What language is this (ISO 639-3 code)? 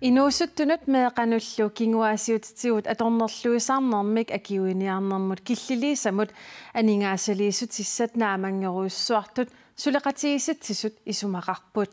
kal